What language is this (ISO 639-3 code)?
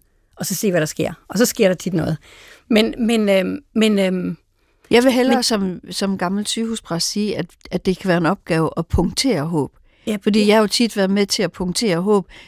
dan